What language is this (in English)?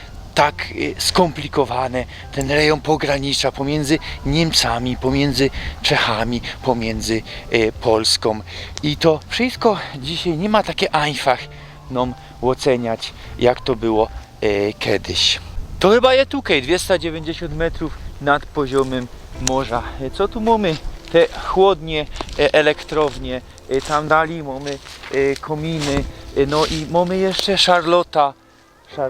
Silesian